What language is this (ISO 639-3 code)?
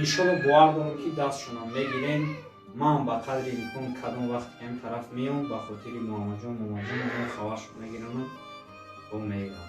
tgk